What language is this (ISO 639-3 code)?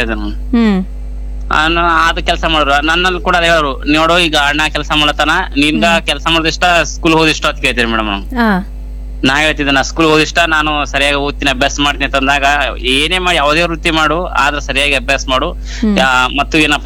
kan